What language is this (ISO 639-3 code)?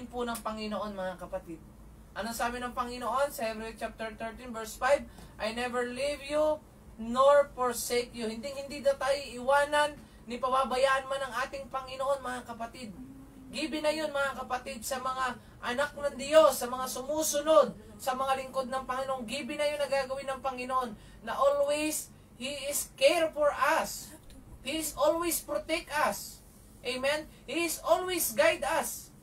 fil